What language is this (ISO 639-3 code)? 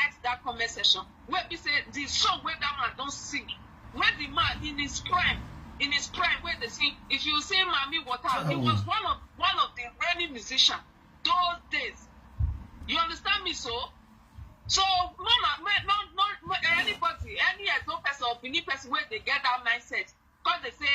pcm